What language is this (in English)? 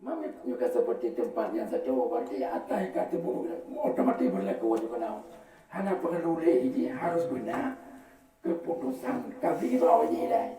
Achinese